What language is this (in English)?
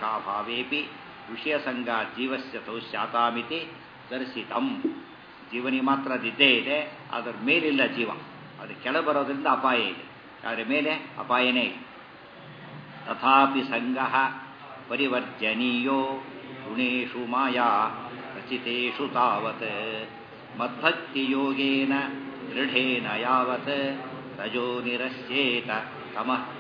Kannada